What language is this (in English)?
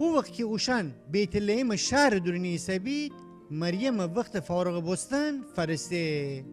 Gilaki